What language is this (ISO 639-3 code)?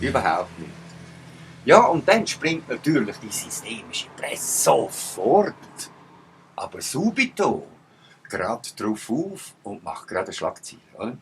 gsw